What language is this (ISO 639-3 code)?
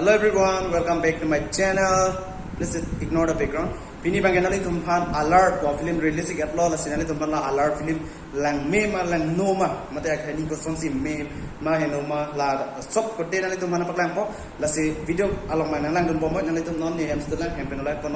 mjw